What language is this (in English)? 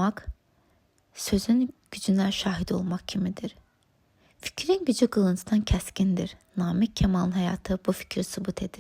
Azerbaijani